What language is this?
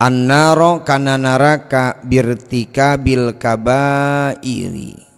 Sundanese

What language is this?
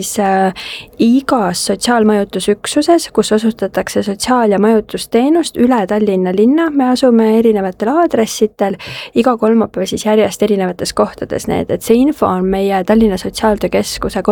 Estonian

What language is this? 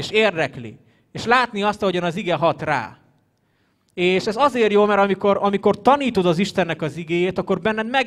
Hungarian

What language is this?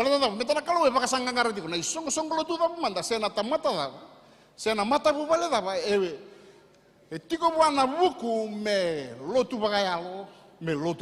Fijian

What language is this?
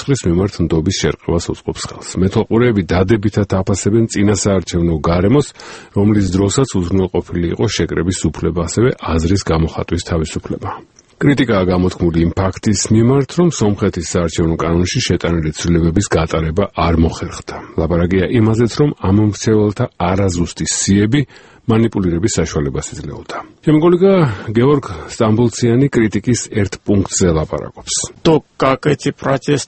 Georgian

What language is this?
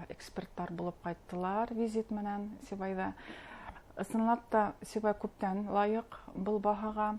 Bashkir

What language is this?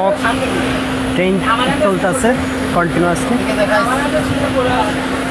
Bangla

